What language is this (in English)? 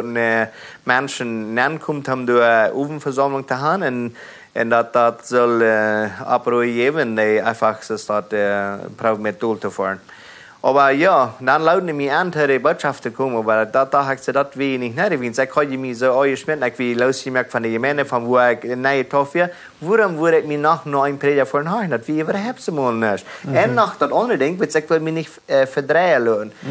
Plautdietsch